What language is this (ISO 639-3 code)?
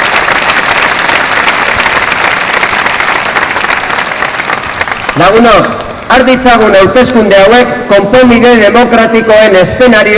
eus